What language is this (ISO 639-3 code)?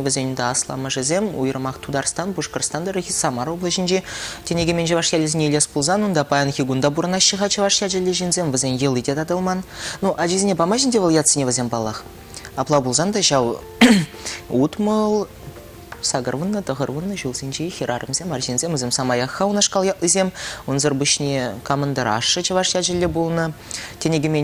chv